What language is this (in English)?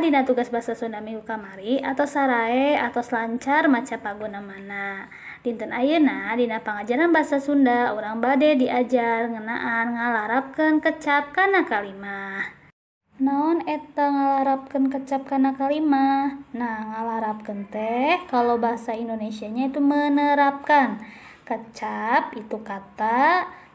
Sundanese